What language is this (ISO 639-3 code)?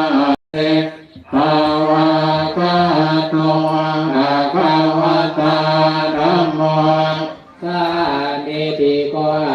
pli